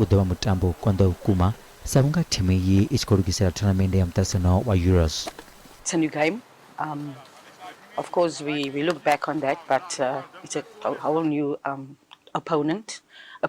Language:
Venda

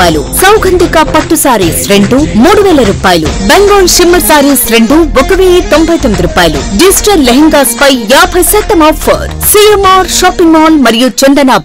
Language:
Telugu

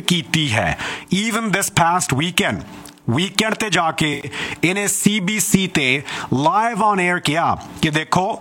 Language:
Punjabi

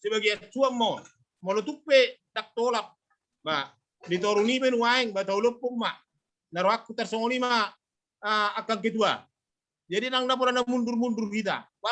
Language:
Batak Toba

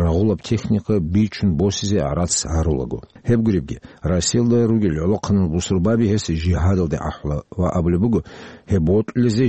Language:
Avaric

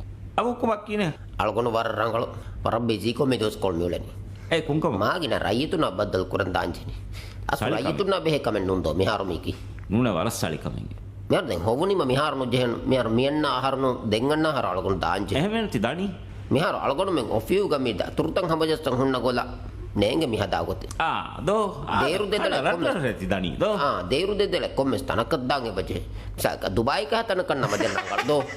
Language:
Divehi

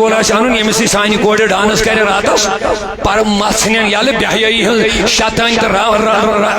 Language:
Kashmiri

